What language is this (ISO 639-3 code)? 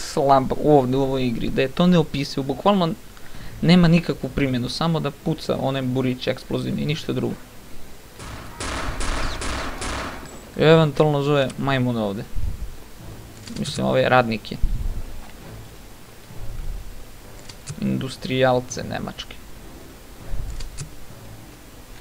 srp